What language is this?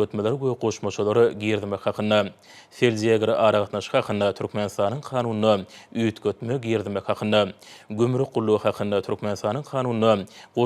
Turkmen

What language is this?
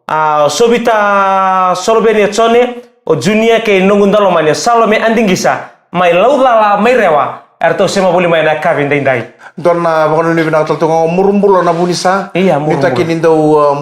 Fijian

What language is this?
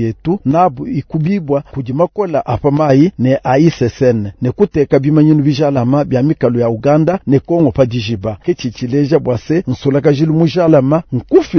Luba-Lulua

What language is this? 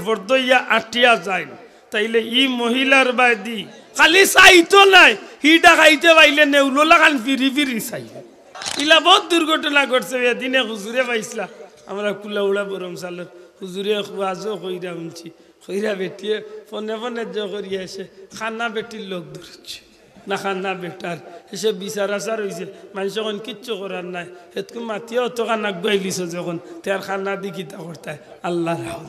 Sylheti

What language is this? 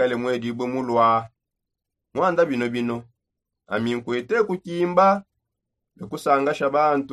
Songe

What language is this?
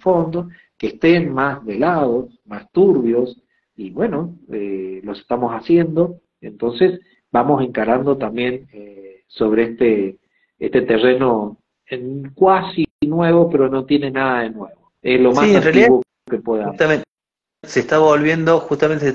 Spanish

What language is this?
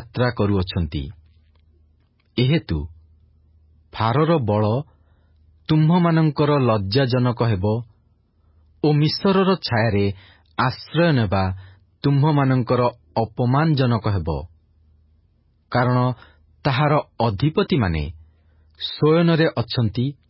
Odia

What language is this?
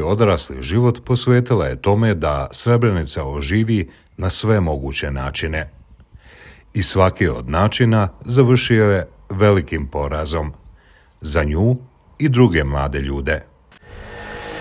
Bosnian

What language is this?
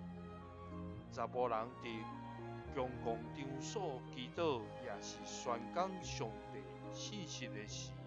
Min Nan Chinese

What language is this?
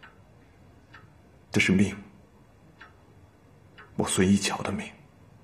Chinese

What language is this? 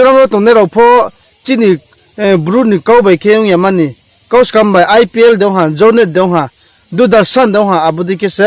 Riang (India)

